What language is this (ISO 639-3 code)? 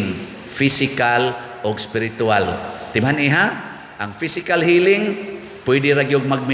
ceb